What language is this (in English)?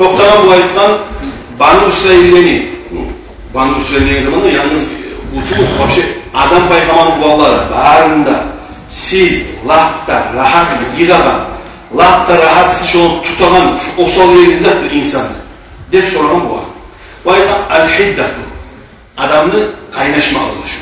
Kumyk